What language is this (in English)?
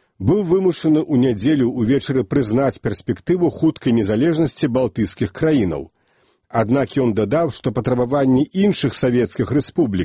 Belarusian